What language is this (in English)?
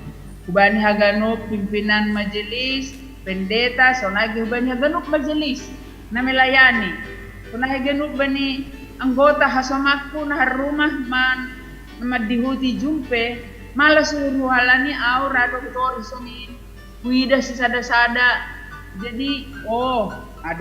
Batak Simalungun